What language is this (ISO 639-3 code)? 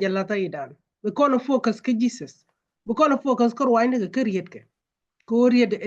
nus